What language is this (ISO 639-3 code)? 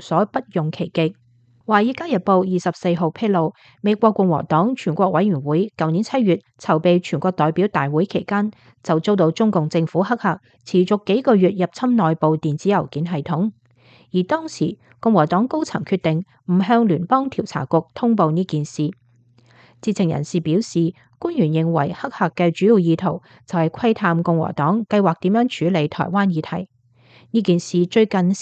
yue